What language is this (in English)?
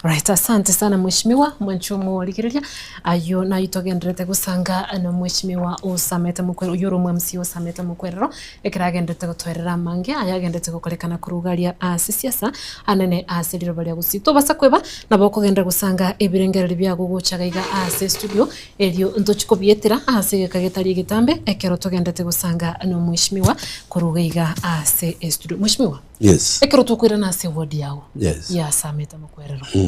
Gusii